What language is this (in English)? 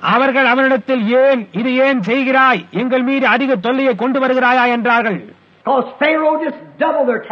Tamil